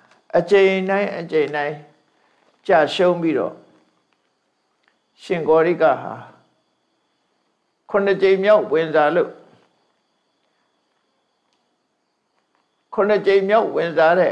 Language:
Burmese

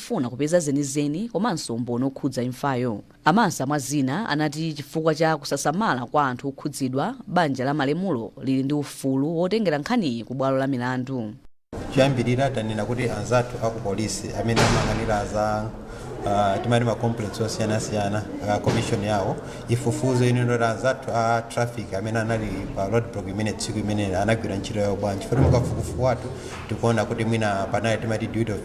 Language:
Nyanja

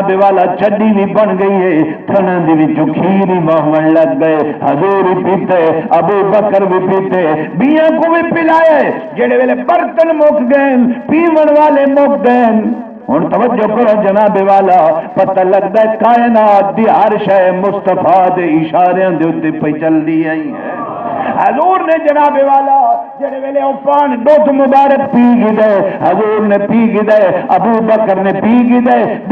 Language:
Saraiki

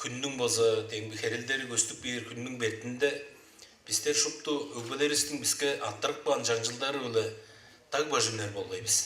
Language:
Tuvinian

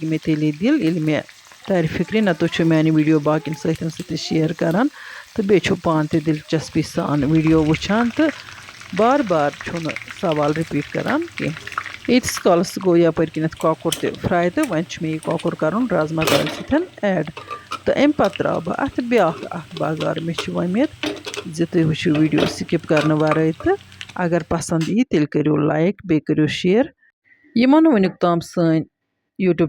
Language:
Kashmiri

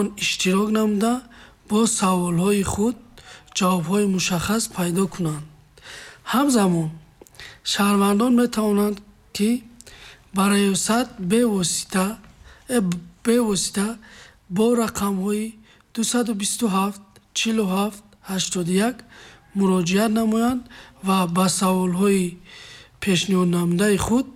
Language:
Tajik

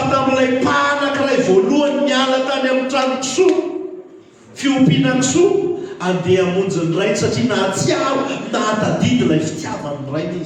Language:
Malagasy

